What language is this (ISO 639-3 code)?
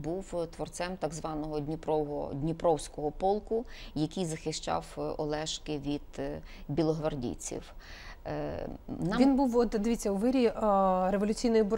ukr